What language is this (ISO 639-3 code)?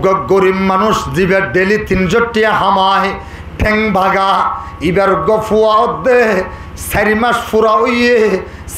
rhg